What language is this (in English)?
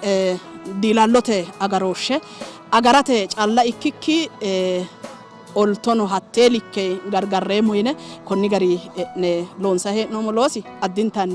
Sidamo